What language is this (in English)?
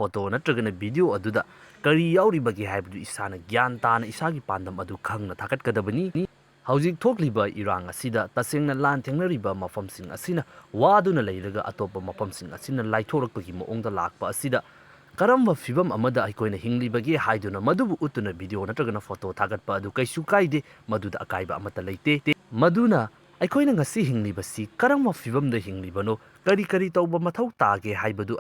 Manipuri